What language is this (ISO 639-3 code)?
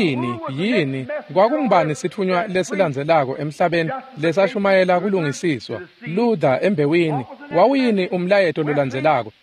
ssw